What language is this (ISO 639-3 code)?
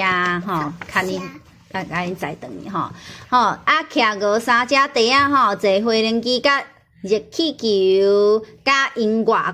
nan